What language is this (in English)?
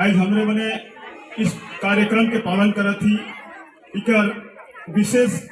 Sadri